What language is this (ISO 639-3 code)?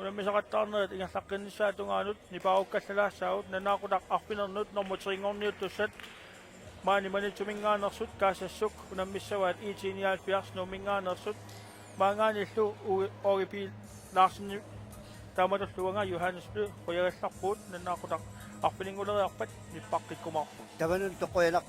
kal